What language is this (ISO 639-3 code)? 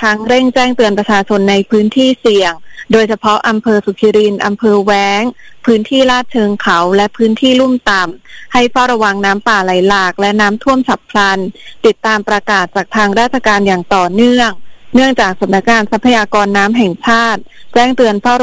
tha